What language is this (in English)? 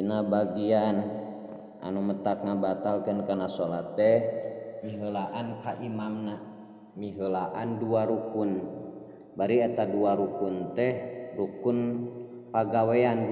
Sundanese